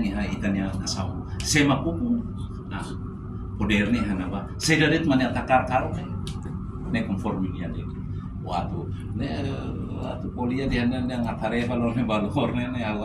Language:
Tetum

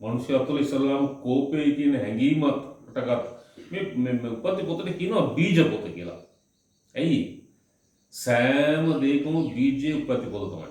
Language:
Sinhala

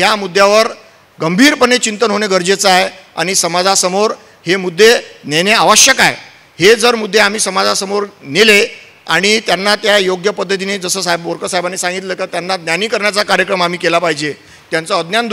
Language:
Marathi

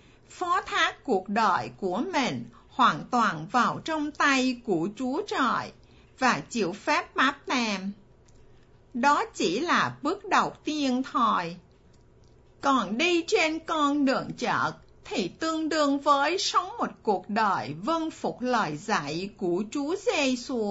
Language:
Vietnamese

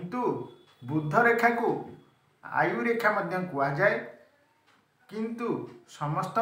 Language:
Odia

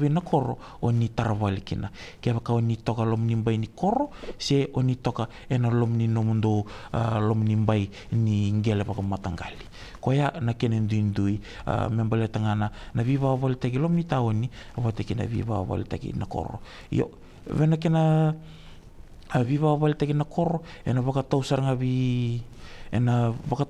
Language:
Fijian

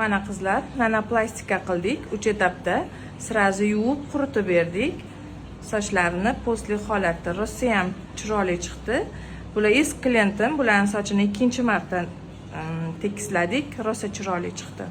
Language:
Uzbek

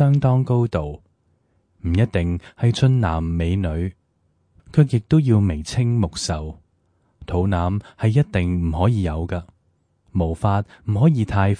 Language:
Cantonese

